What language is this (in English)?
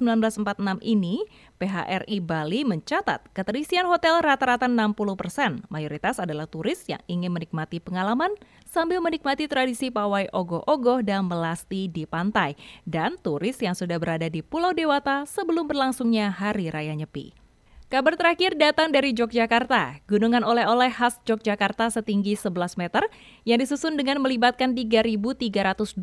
Indonesian